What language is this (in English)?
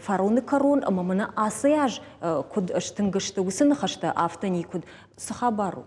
Ossetic